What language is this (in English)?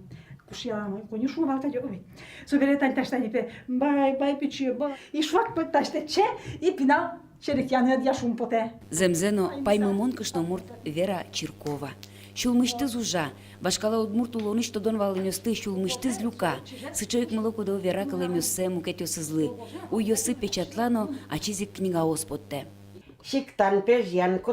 Udmurt